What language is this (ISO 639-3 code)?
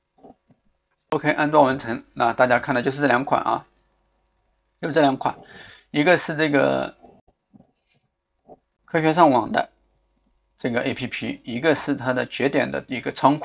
zho